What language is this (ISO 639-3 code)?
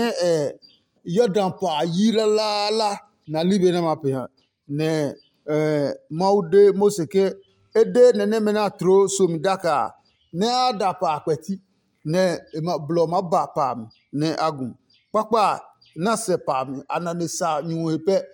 ada